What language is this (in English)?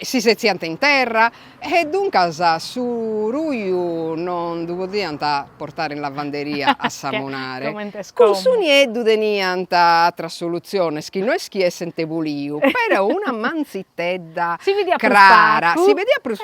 Sardinian